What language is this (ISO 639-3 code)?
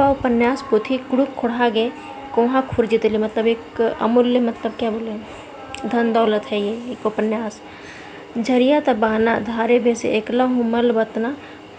kru